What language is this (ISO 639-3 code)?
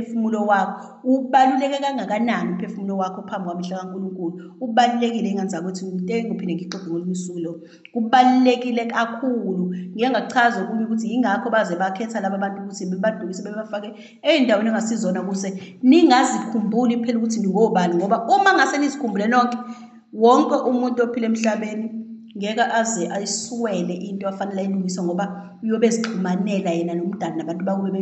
zul